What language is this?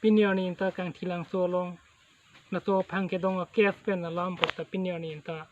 Karbi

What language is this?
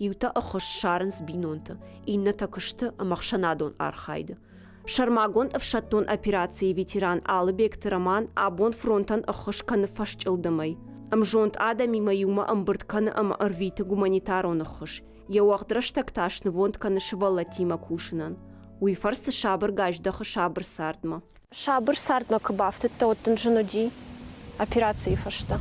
Ossetic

